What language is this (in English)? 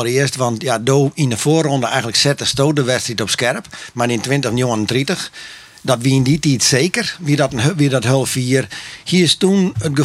Western Frisian